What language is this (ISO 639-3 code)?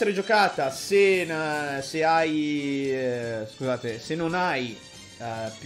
ita